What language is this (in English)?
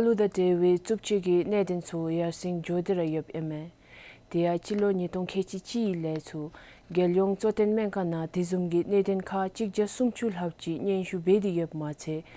Dzongkha